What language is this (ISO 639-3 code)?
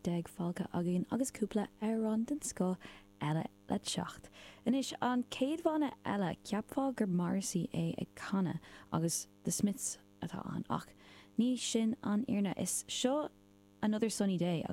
gle